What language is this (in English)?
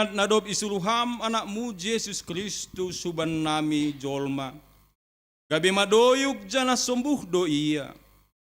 Batak Simalungun